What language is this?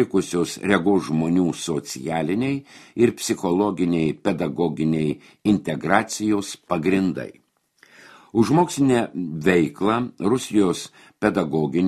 Lithuanian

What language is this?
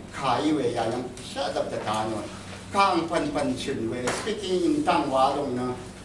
Rawang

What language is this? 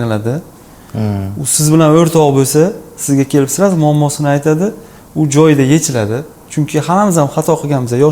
Uzbek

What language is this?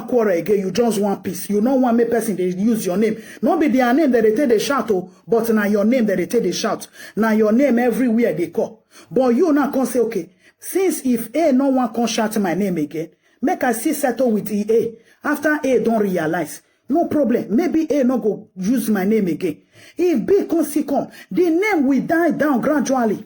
Nigerian Pidgin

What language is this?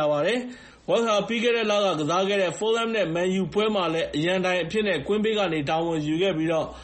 Burmese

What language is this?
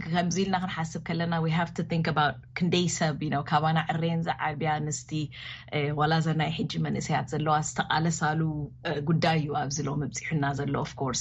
Tigrinya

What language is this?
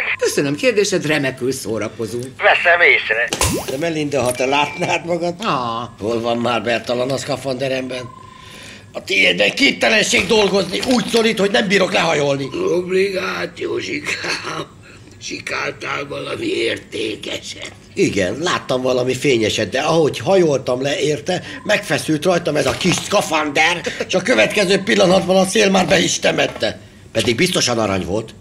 Hungarian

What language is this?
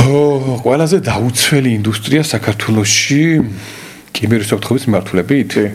Georgian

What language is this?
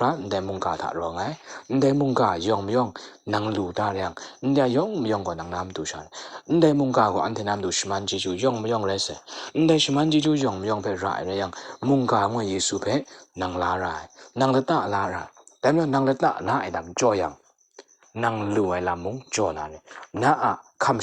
Kachin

